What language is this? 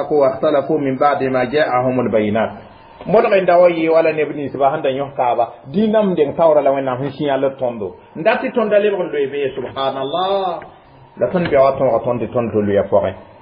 Mossi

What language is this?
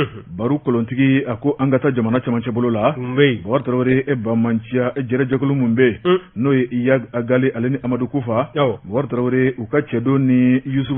Bambara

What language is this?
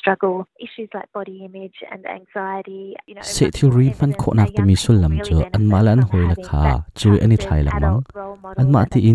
Hakha Chin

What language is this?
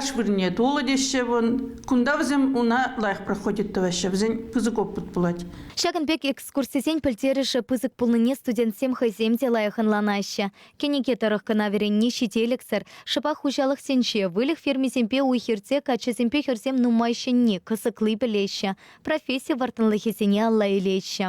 Chuvash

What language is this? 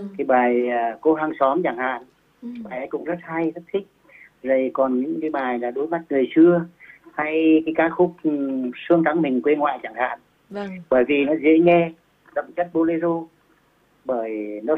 Vietnamese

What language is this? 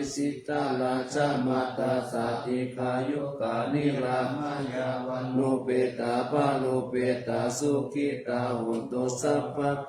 Pali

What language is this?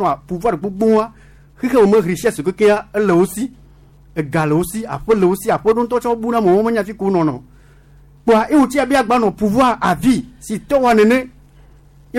Gen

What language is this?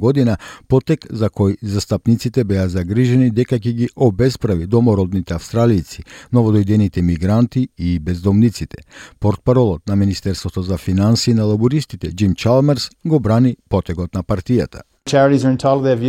Macedonian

